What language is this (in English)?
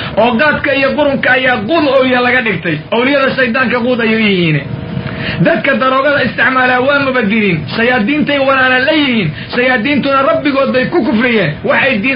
Somali